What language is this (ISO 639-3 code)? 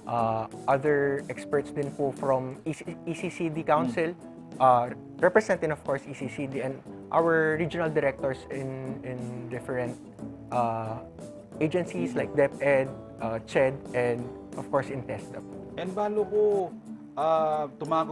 pam